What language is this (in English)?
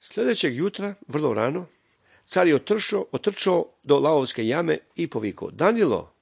Serbian